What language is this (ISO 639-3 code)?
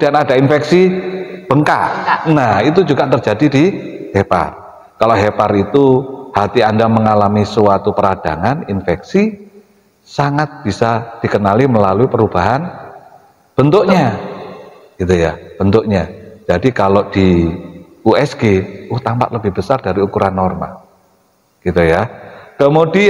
ind